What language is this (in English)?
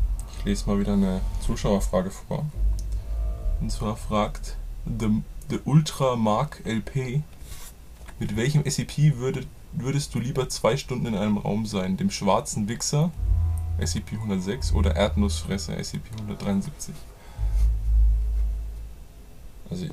German